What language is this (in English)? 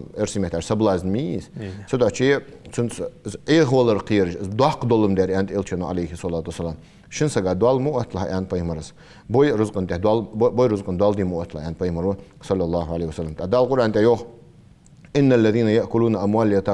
Ingush